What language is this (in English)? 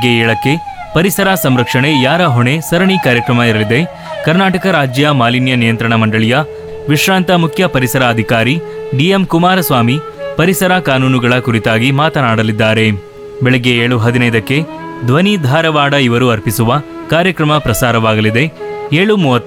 Kannada